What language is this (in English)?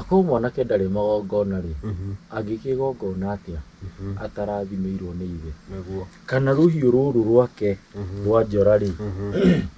Kikuyu